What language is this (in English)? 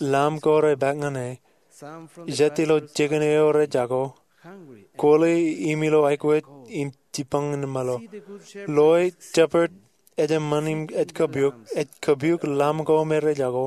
Marshallese